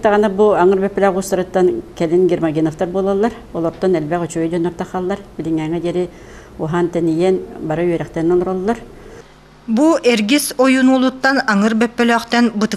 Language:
Yakut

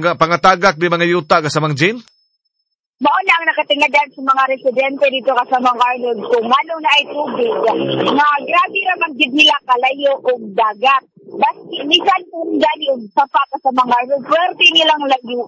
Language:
Cebuano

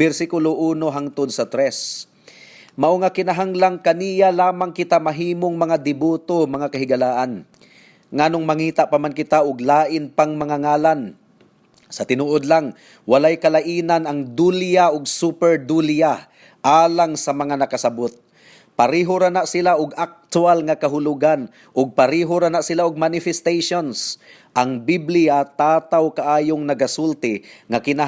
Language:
Cebuano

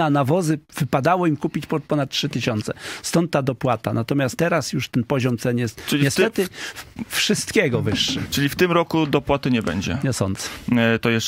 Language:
Polish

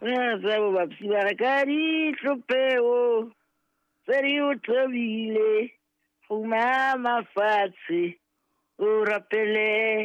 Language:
Southern Sotho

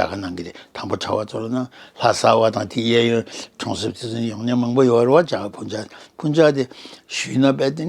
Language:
Tibetan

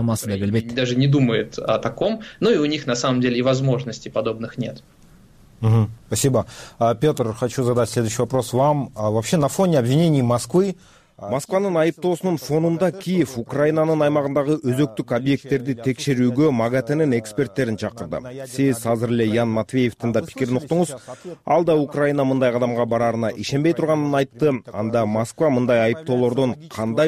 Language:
Kyrgyz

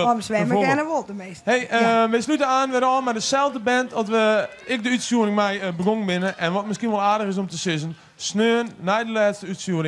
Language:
Western Frisian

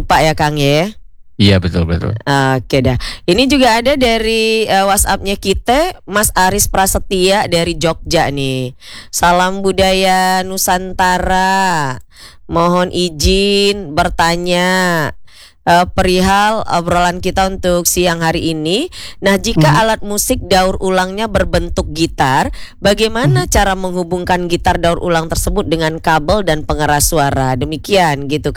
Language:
Indonesian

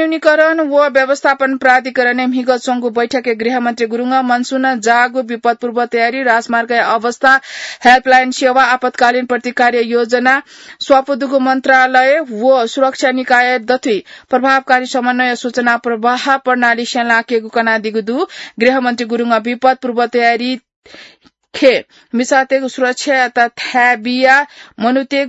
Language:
Newari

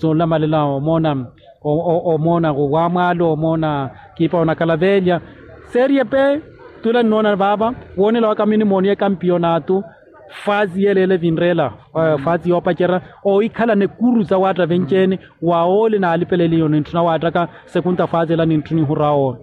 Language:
Makhuwa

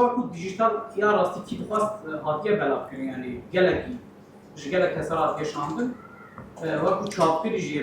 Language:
Kurdish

